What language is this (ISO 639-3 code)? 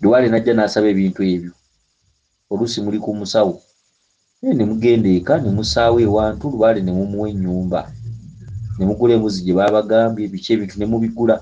lug